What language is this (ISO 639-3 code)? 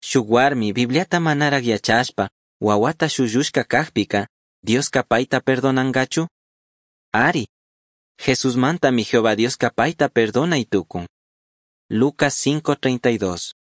qug